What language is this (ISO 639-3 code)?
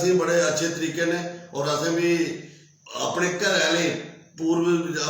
doi